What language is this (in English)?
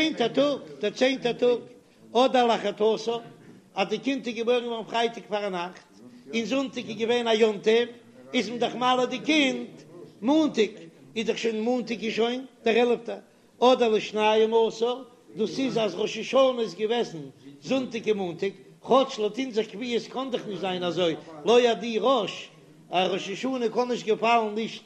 Yiddish